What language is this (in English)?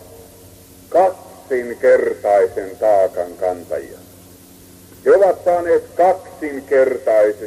Finnish